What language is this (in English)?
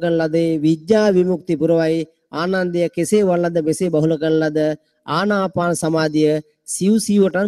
Sinhala